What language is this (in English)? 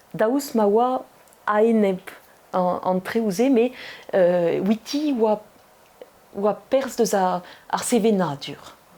Breton